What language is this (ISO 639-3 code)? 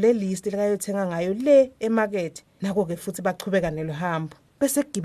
ssw